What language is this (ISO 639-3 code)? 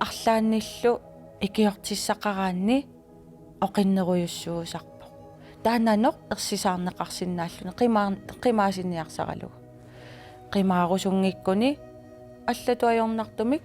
kal